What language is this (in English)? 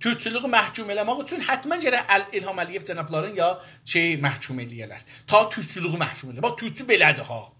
South Azerbaijani